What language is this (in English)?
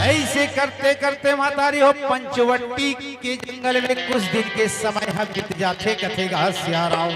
Chhattisgarhi